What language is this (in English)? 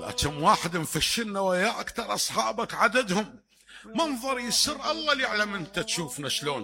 Mesopotamian Arabic